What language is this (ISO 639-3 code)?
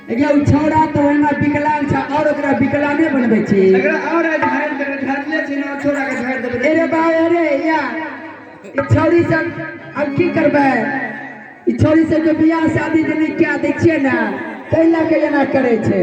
mai